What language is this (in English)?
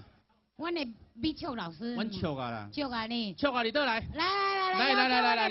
Min Nan Chinese